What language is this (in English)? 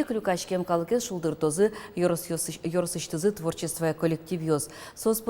Udmurt